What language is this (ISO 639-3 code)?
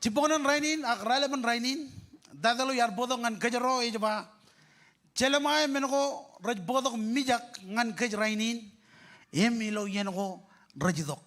mah